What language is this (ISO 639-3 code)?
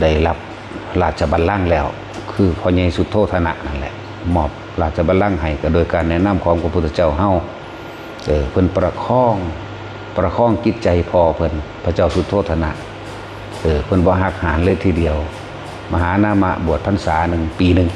lao